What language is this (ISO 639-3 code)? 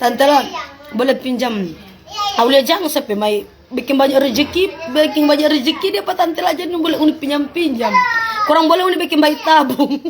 xmm